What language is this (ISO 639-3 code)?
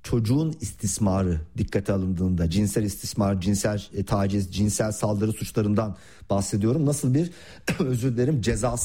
tur